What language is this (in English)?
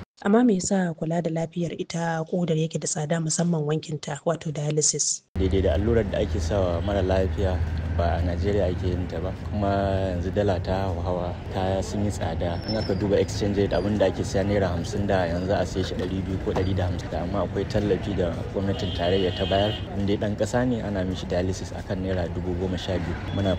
Hausa